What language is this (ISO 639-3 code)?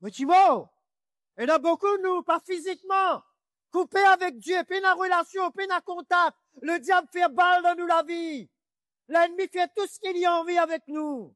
mfe